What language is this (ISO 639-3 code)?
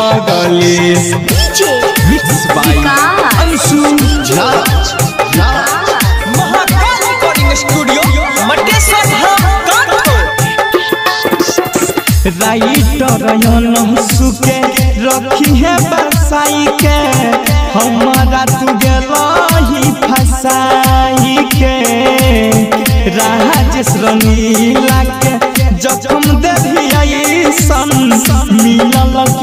bho